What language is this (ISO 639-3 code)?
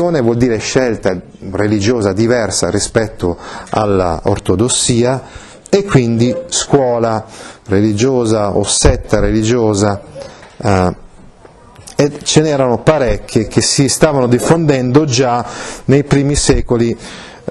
ita